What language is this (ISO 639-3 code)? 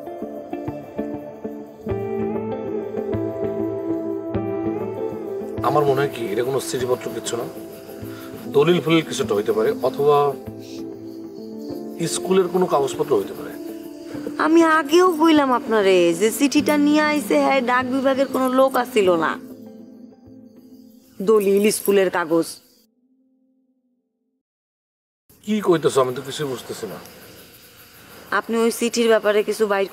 ben